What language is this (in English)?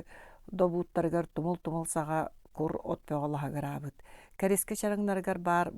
Yakut